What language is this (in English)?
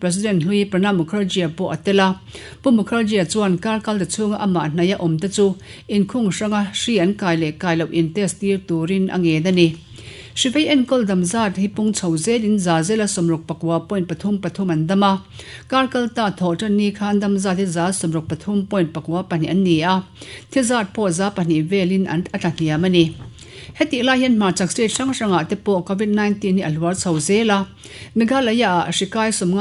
Mizo